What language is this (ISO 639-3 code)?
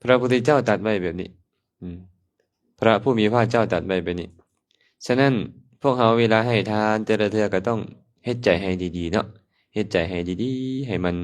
lao